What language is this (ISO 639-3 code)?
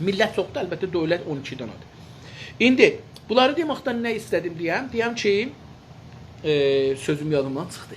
azb